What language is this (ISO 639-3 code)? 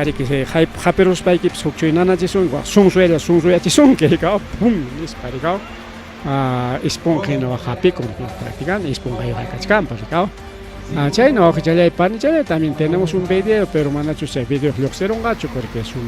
quy